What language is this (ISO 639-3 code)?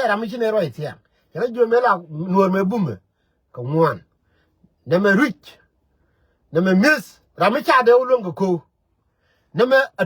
nus